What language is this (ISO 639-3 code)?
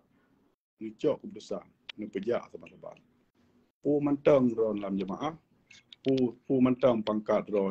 ace